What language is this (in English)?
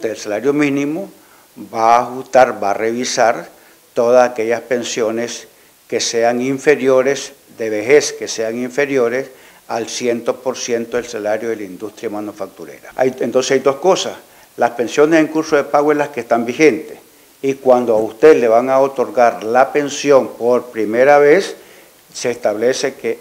Spanish